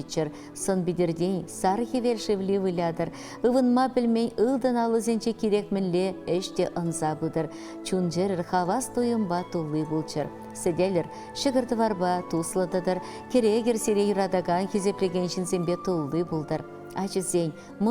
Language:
Chuvash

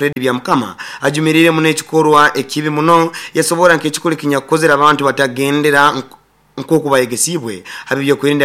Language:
Nyoro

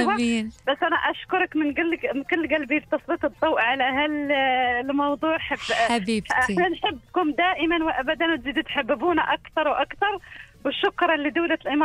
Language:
Gulf Arabic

